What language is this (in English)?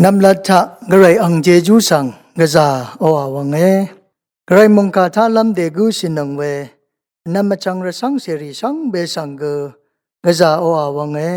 Rawang